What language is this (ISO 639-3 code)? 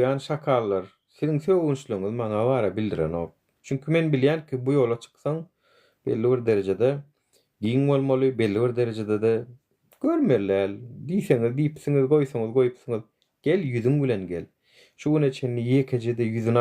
tuk